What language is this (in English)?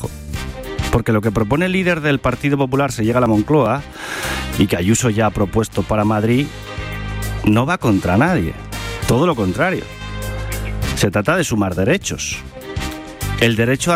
Spanish